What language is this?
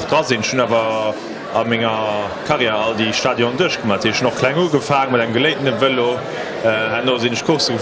Luxembourgish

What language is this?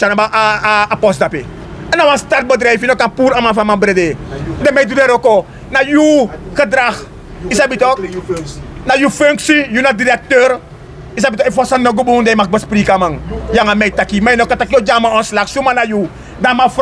Sranan Tongo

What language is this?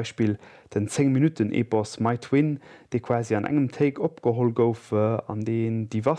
Luxembourgish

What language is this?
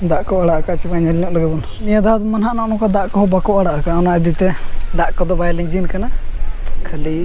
Santali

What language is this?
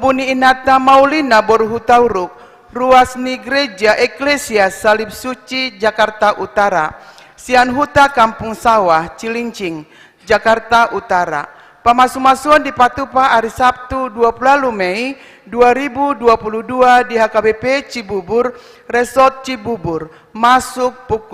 Batak Toba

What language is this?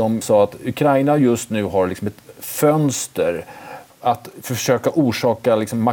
Swedish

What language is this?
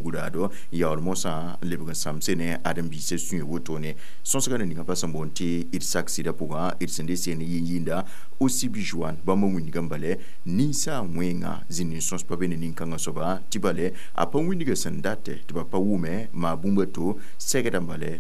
Mossi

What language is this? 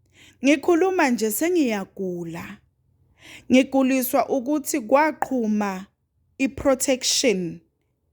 Zulu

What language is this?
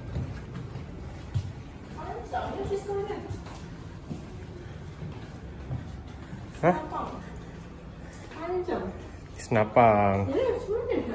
Malay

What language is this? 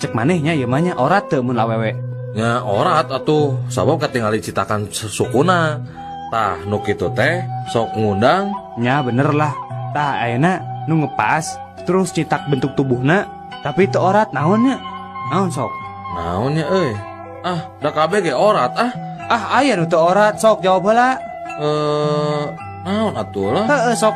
Sundanese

